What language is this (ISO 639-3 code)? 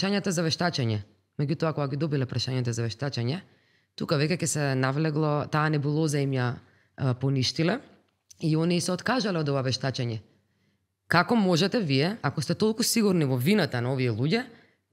mkd